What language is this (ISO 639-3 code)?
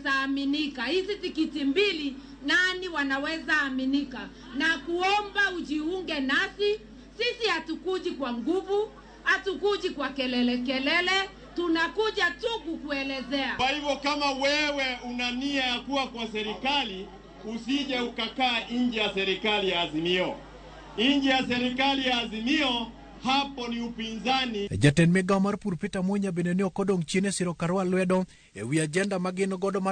luo